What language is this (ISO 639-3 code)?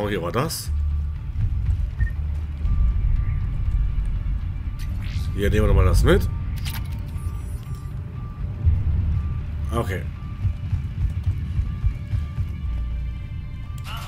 deu